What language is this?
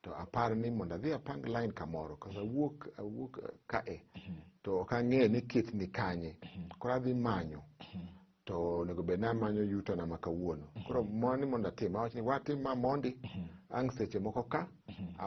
Luo (Kenya and Tanzania)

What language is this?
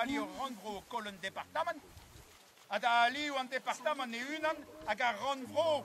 Breton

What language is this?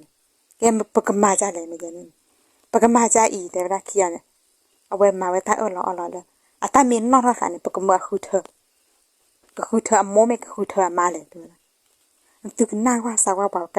S'gaw Karen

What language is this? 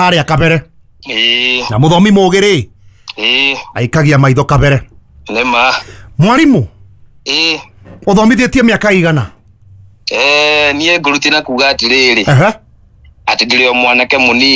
Kikuyu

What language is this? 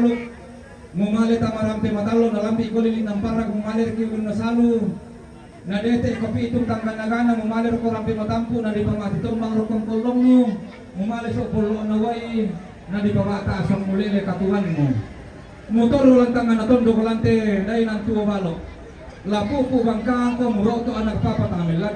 Toraja-Sa'dan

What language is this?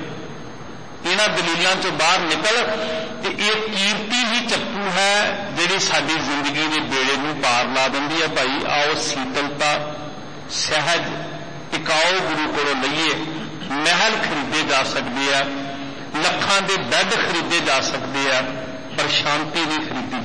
Punjabi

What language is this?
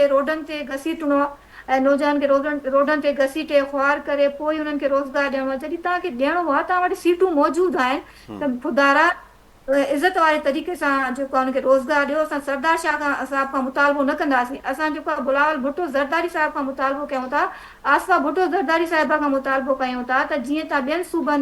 Sindhi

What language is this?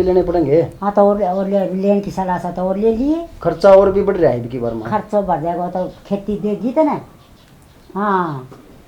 Haryanvi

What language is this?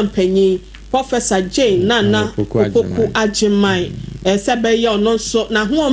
Akan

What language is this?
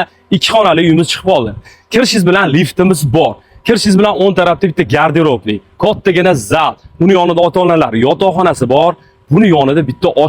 Uzbek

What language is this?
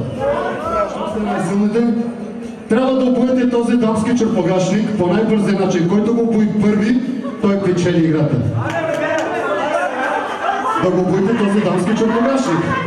Bulgarian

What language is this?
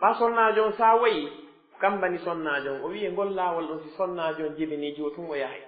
Pular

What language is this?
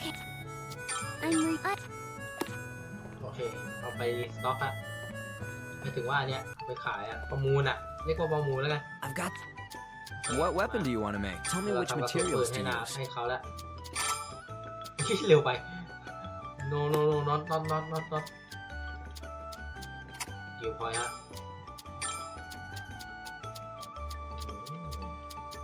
Thai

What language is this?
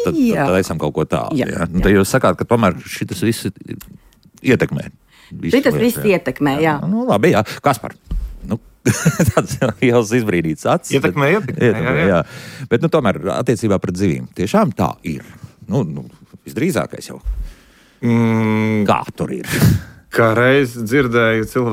Latvian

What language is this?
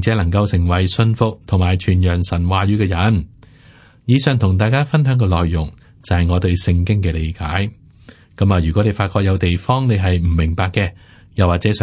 Cantonese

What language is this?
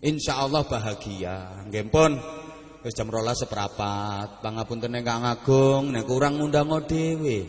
Javanese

